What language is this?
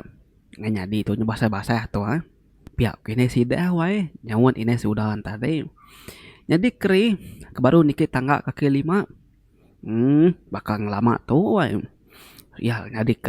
Iban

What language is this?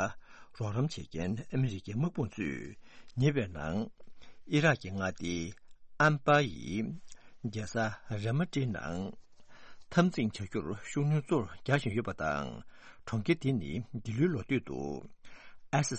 Tibetan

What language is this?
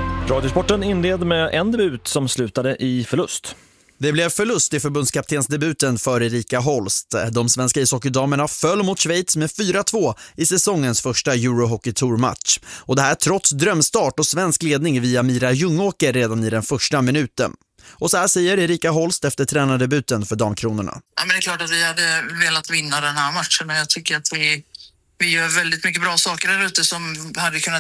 Swedish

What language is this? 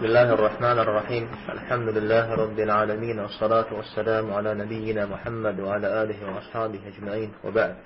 Kabardian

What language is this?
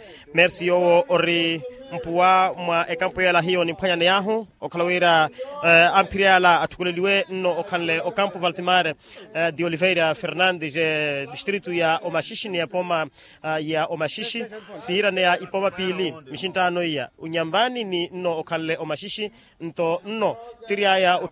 Makhuwa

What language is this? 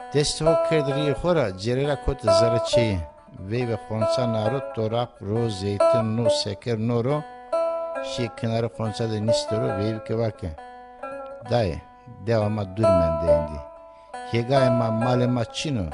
Zaza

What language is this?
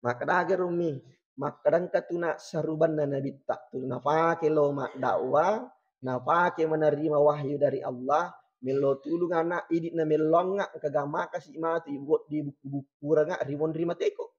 Buginese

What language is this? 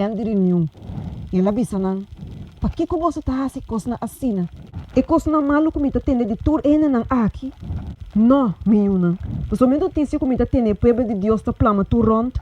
Papiamento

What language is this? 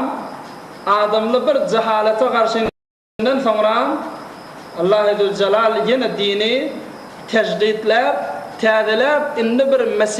Turkmen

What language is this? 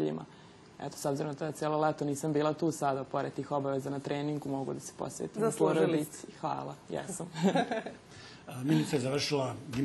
Serbian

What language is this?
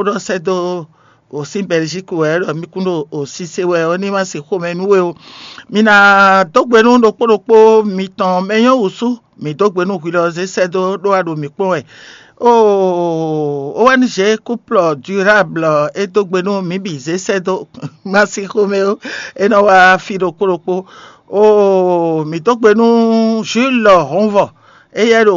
Fon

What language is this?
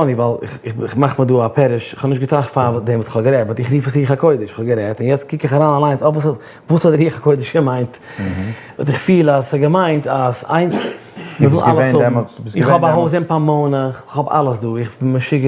Yiddish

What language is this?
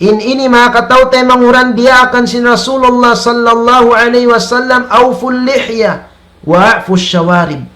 Tausug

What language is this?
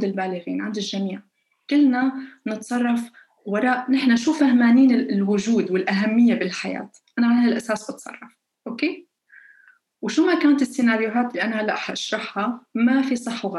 North Levantine Arabic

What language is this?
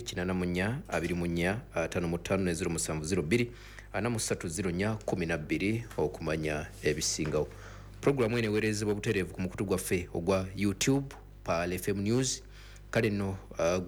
Ganda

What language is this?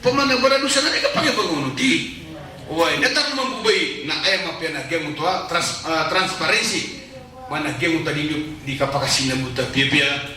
Maranao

